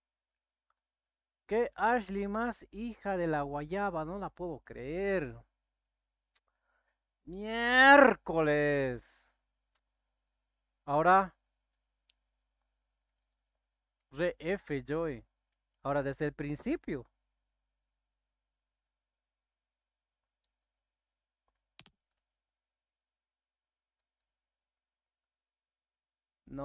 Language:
Spanish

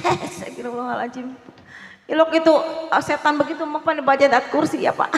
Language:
Betawi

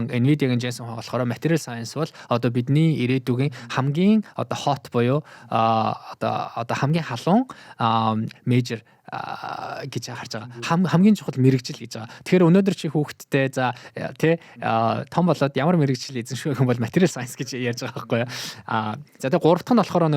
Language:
Mongolian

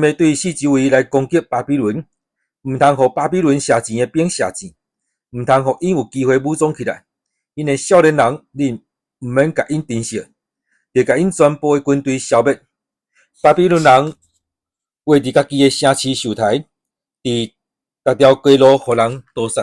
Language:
Min Nan Chinese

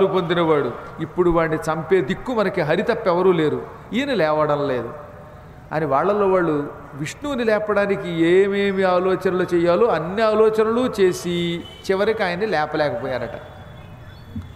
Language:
Telugu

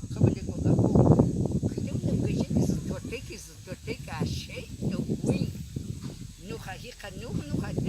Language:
Cogui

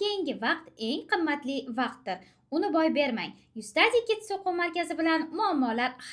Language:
Uzbek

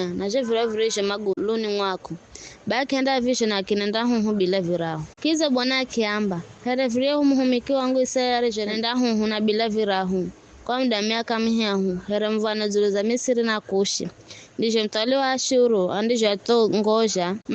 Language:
Giryama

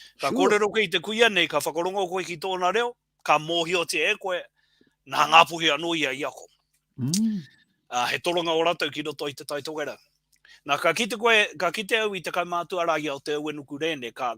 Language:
Māori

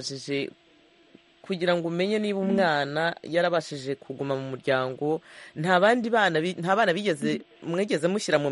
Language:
Kinyarwanda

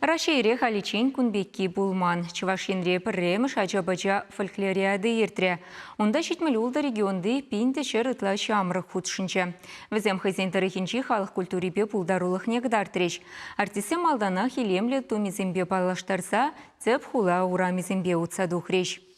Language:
Chuvash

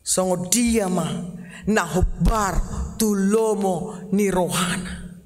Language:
Batak Toba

